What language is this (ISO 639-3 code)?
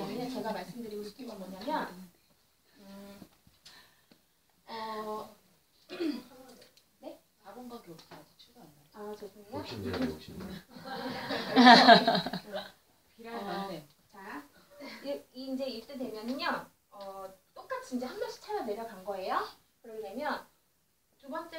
kor